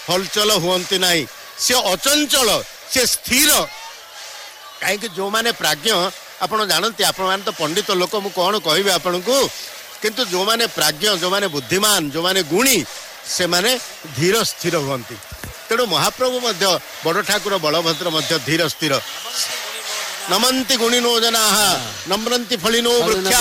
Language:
Odia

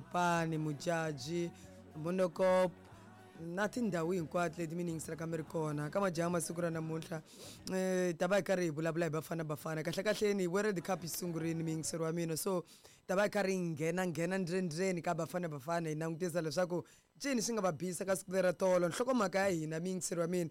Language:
Tsonga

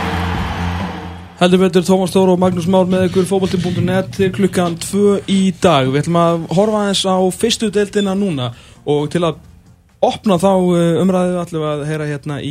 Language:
Icelandic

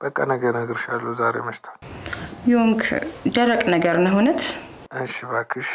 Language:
Amharic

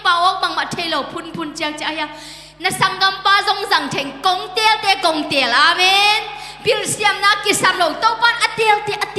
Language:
Tedim Chin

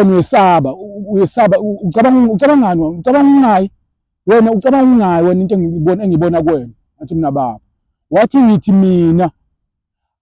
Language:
Zulu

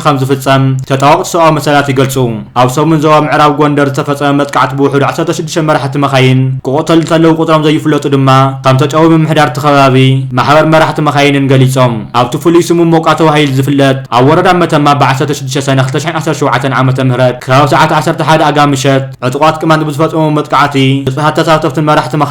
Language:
Tigrinya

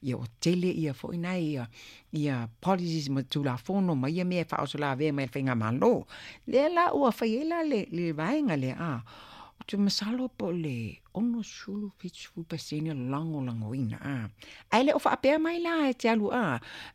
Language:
Samoan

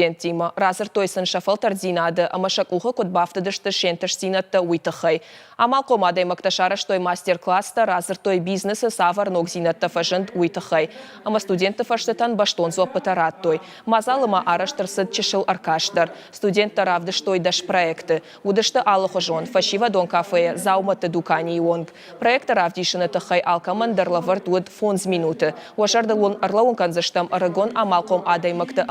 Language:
Ossetic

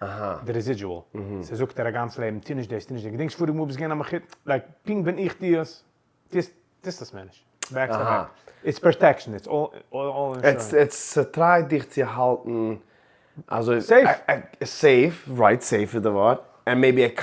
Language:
Yiddish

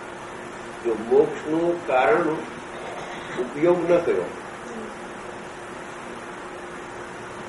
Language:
Gujarati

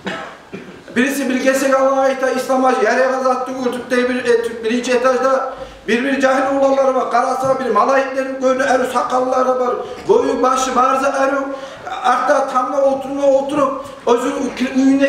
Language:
Kumyk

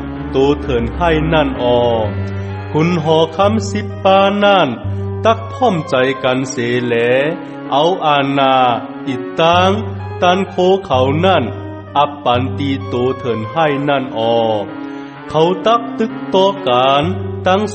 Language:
Shan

